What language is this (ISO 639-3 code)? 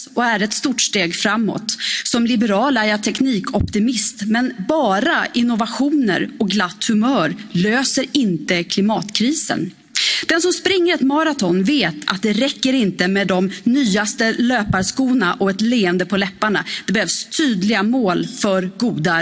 swe